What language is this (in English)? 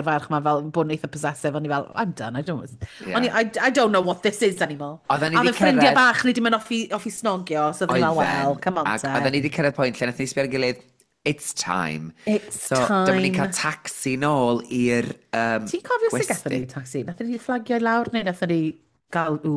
Welsh